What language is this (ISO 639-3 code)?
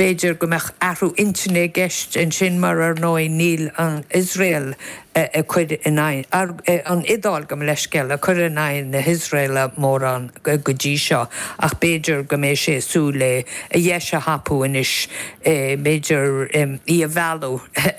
gle